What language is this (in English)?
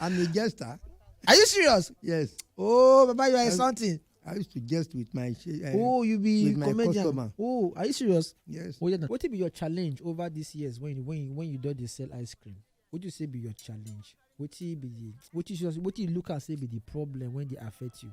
Nigerian Pidgin